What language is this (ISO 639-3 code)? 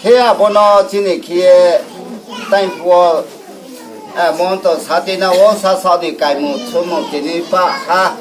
ria